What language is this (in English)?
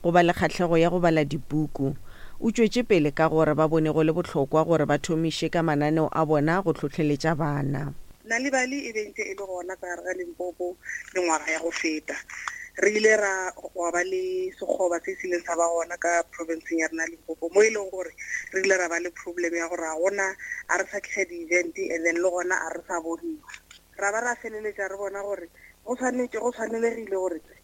Northern Sotho